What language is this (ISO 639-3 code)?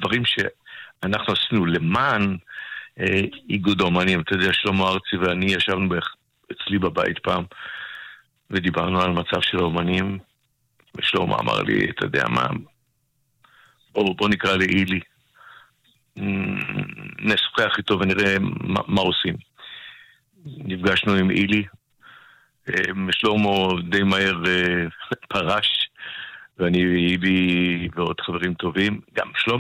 heb